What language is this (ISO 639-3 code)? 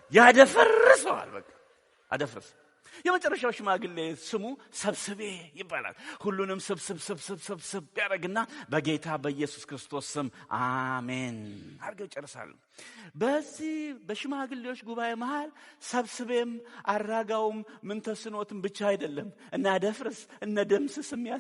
amh